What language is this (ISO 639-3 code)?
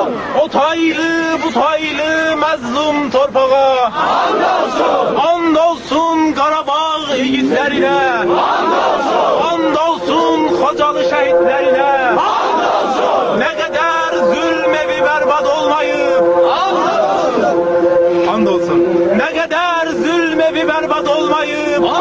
azb